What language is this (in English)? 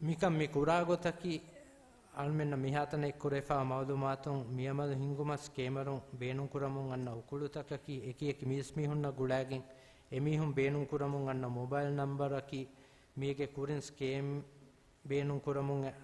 Divehi